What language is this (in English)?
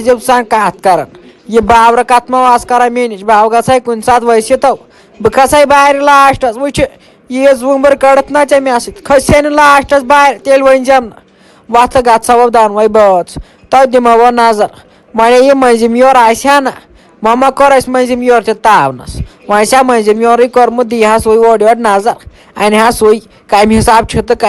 Kashmiri